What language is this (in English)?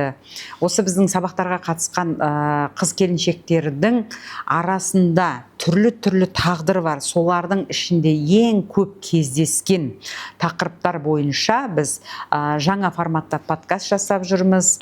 Kazakh